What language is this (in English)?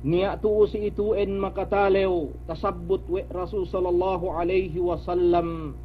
Yakan